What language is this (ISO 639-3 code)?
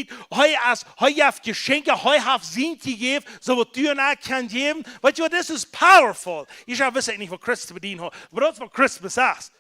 pdt